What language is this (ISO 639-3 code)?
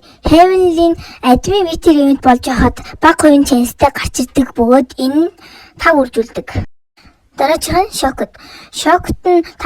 mon